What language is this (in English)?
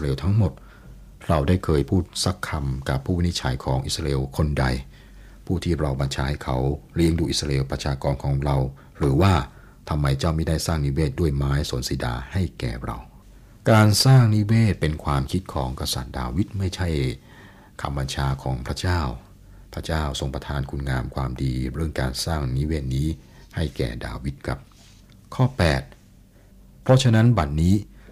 Thai